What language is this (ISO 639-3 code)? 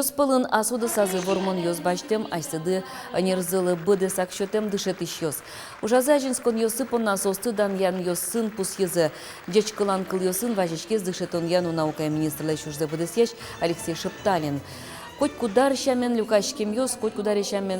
udm